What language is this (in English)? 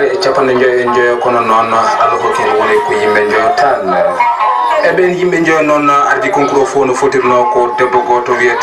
Fula